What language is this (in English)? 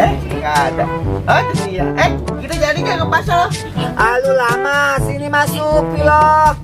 Betawi